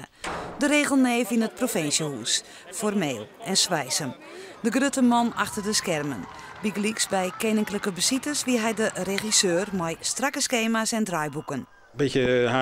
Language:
Western Frisian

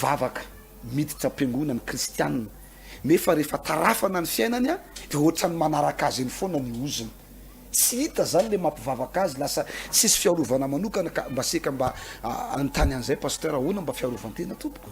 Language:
Malagasy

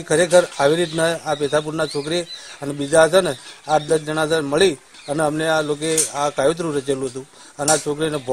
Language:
Gujarati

